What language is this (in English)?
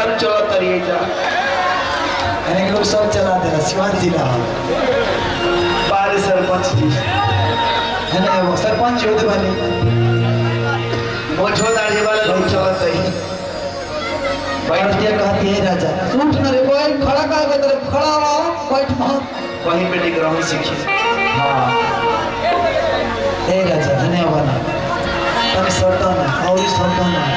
Bhojpuri